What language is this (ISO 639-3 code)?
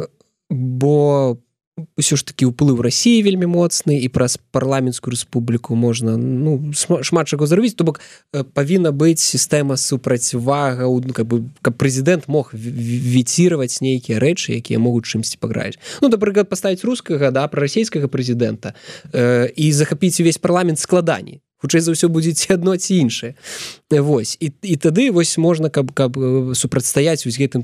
bel